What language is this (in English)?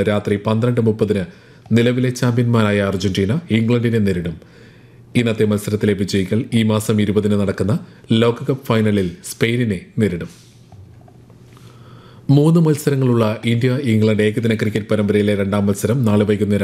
Malayalam